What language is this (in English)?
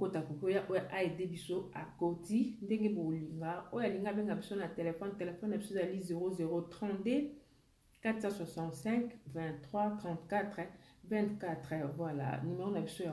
Lingala